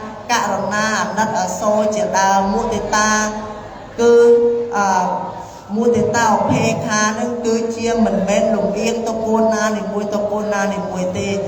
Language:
Khmer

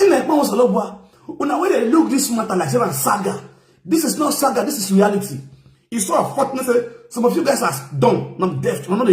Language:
Nigerian Pidgin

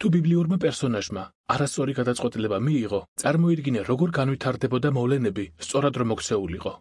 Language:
Georgian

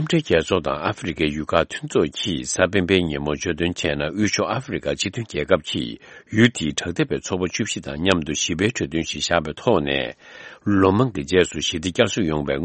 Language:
Tibetan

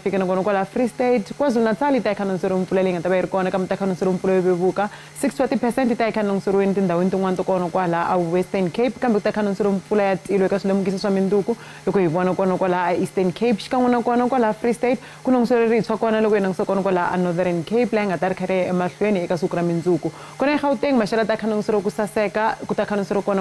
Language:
Tsonga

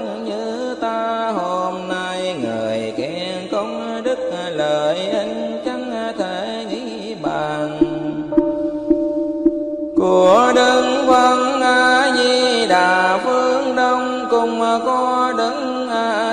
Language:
Vietnamese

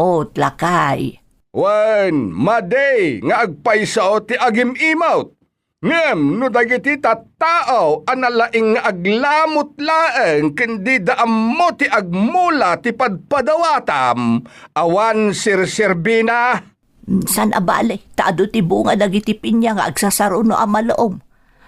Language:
Iloko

